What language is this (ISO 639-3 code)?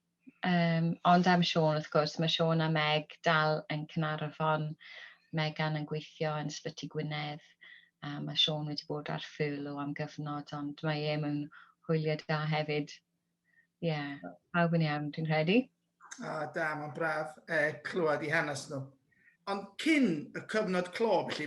cym